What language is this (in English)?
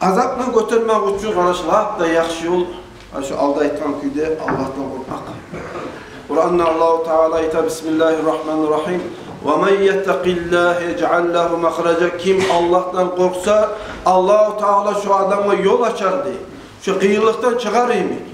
Kumyk